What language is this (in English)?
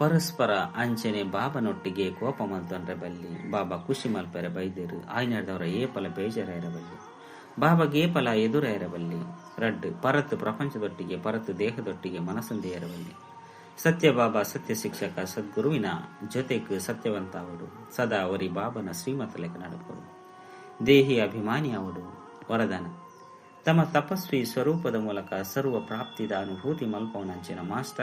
Tulu